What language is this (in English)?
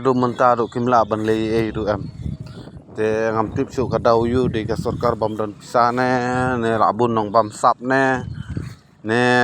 Khasi